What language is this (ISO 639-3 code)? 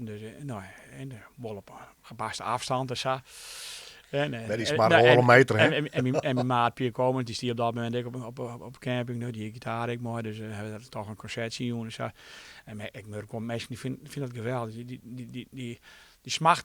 fry